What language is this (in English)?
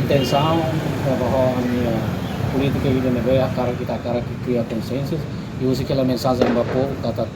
Tetum